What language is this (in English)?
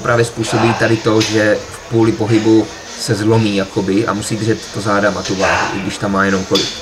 Czech